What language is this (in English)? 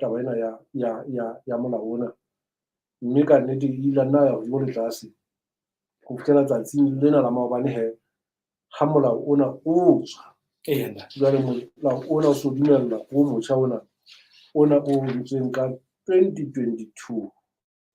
Southern Sotho